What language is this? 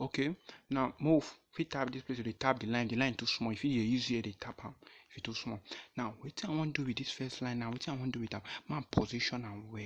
Nigerian Pidgin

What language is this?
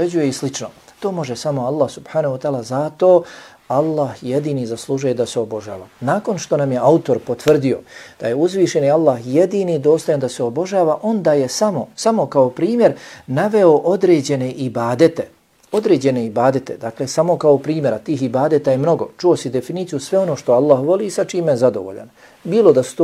Bosnian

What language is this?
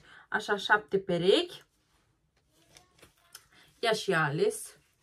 Romanian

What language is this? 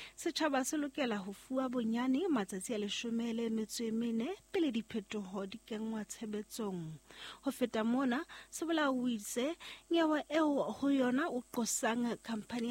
Southern Sotho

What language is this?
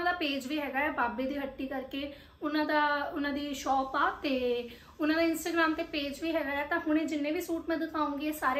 Punjabi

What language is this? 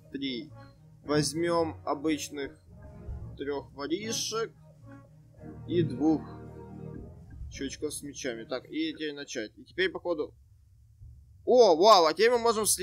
Russian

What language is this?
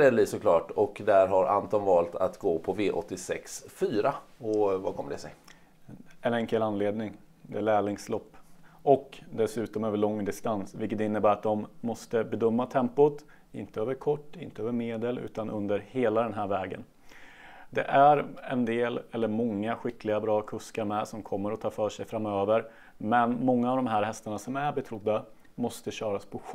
Swedish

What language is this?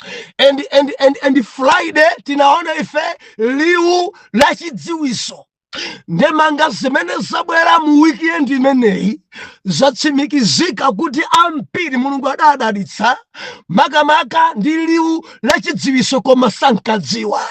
Nyanja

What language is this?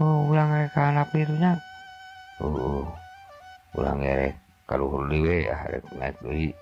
Sundanese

